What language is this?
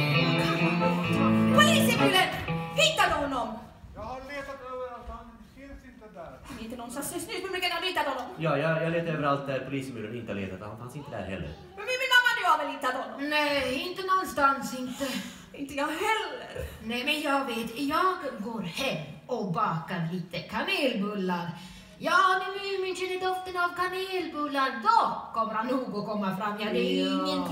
Swedish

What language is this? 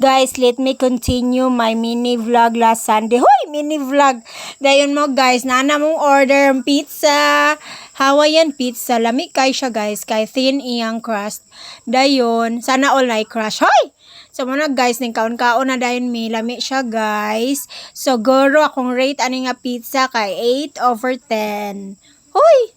Cebuano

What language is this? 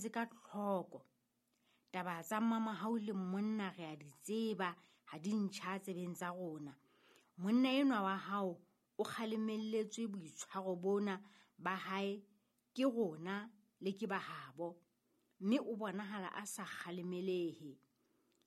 Southern Sotho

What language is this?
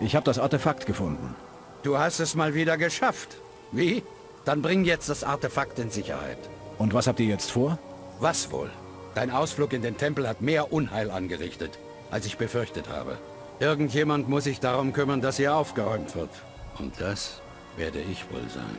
Bavarian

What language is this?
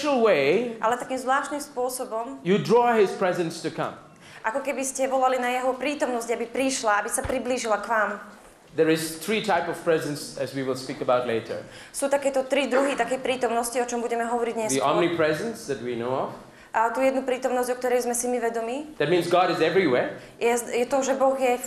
Slovak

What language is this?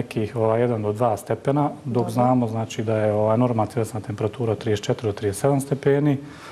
Bosnian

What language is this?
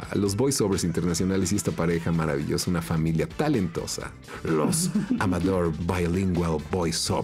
Spanish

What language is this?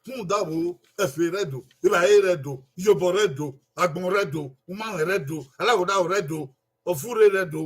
Bini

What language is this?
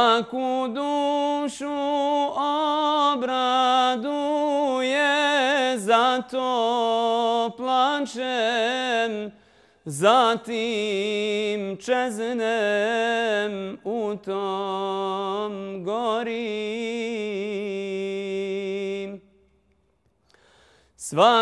Bosnian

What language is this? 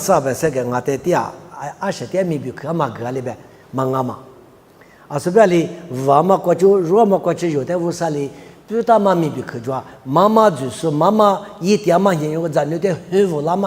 Lisu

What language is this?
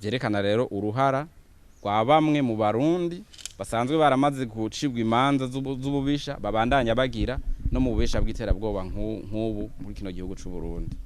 Rundi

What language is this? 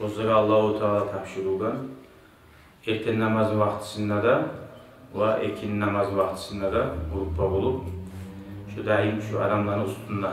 Kumyk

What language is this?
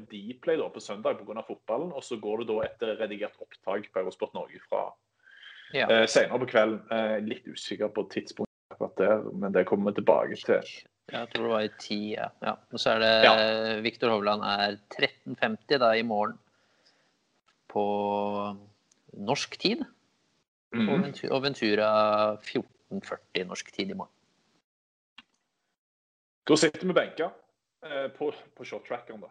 Norwegian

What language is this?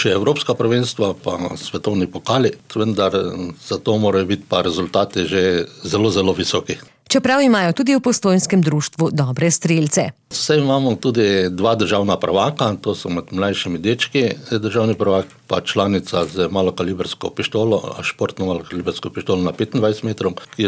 Slovenian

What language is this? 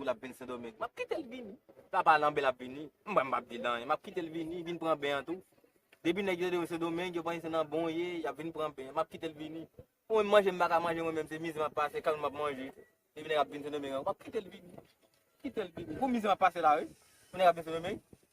Haitian Creole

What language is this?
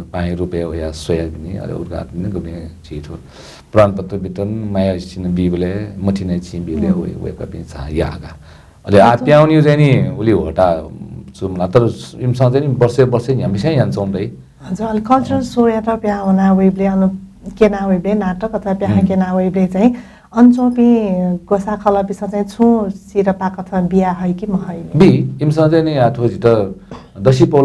Newari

